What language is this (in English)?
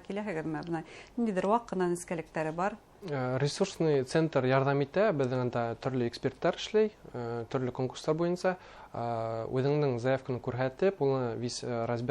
Bashkir